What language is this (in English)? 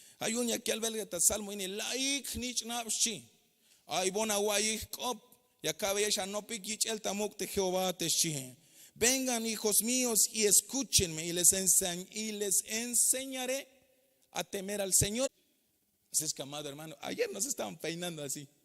Tzeltal